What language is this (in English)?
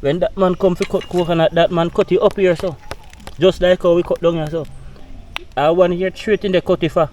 Jamaican Creole English